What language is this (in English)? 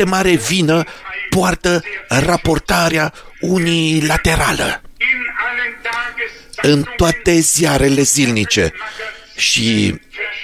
Romanian